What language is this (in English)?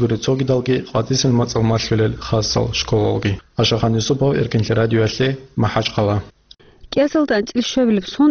Avaric